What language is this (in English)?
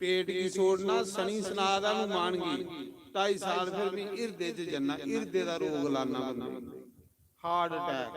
Dogri